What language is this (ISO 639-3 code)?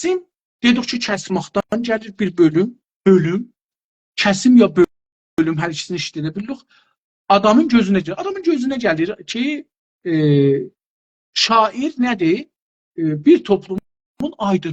azb